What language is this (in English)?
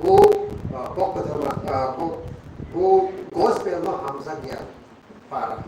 Kok Borok